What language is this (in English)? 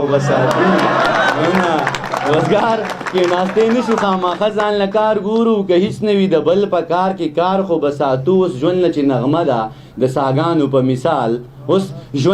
Pashto